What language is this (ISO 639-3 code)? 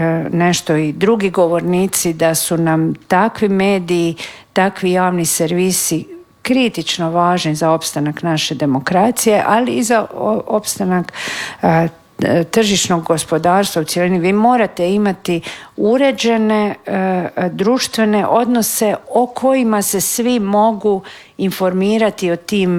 hrv